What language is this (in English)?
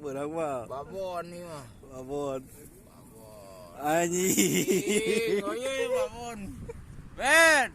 Sundanese